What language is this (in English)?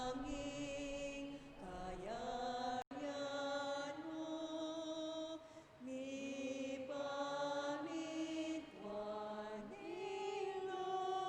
Pampanga